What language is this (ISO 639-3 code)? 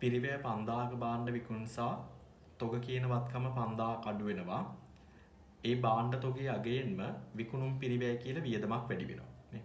sin